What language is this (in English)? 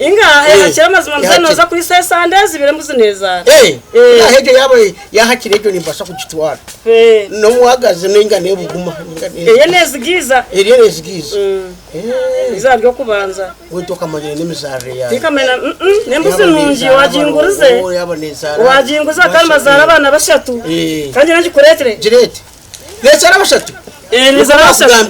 Nyankole